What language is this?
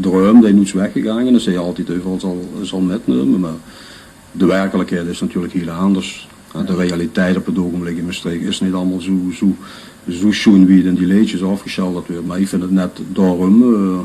Limburgish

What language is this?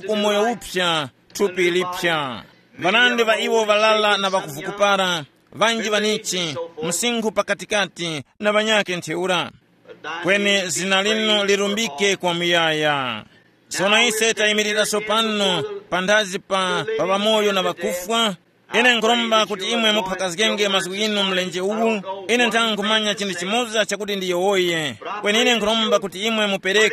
Tumbuka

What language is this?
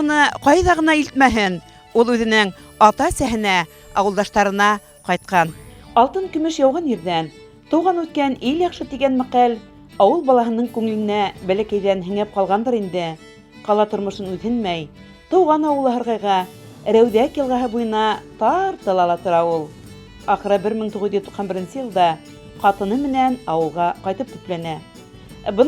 Bashkir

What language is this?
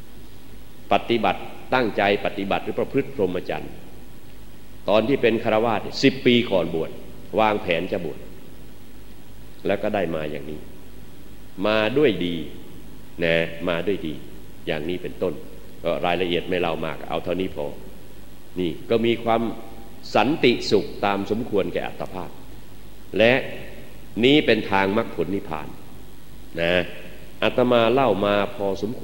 Thai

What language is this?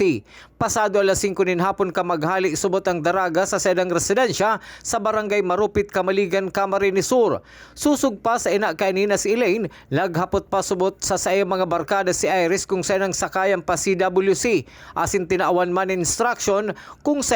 Bikol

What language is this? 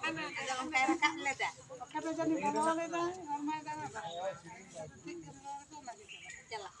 Santali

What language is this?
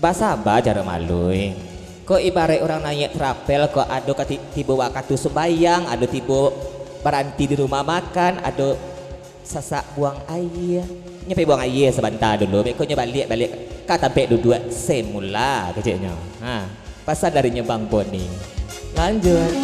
Minangkabau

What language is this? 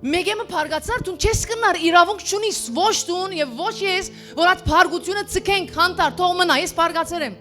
Western Armenian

